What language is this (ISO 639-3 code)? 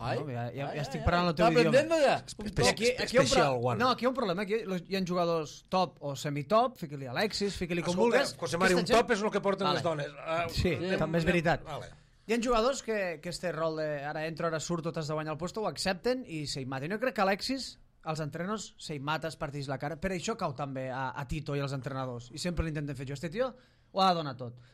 cat